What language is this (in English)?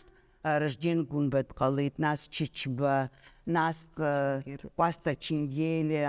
Abkhazian